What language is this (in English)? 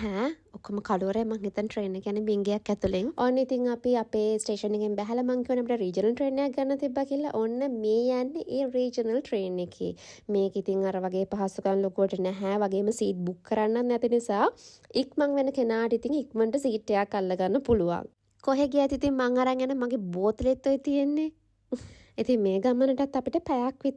Sinhala